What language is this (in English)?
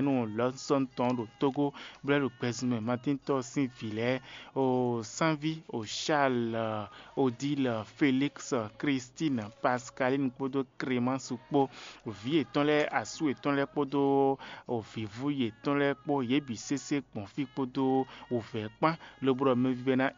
Fon